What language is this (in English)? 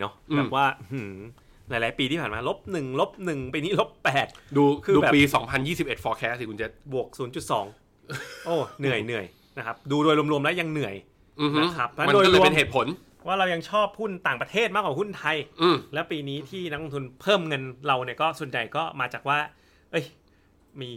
Thai